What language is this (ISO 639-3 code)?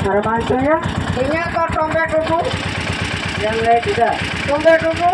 sat